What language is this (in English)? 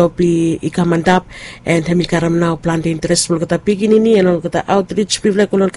Bislama